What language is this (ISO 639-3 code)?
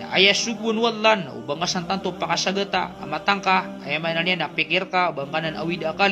mrw